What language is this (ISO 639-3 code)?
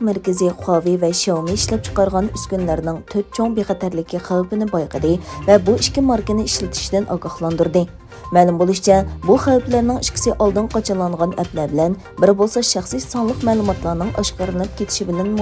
uig